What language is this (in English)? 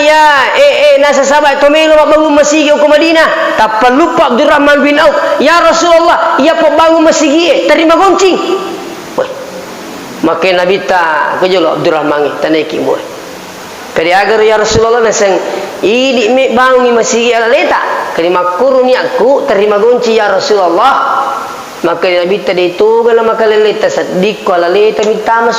Buginese